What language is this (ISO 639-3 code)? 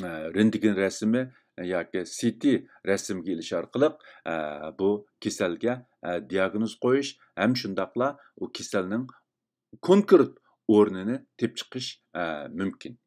uig